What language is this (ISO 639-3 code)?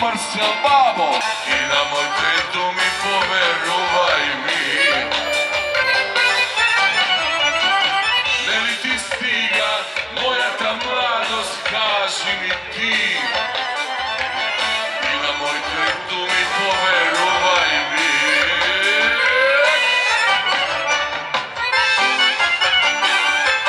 mkd